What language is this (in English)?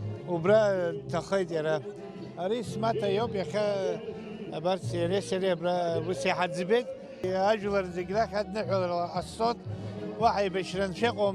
Abkhazian